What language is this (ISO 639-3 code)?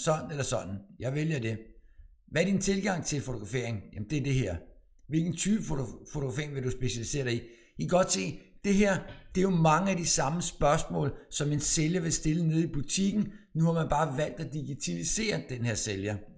dan